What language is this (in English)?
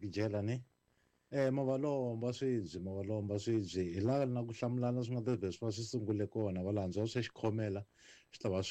Tsonga